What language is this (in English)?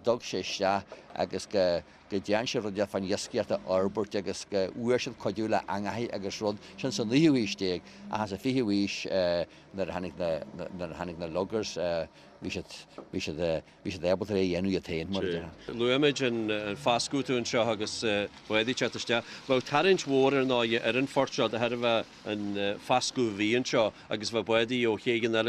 Irish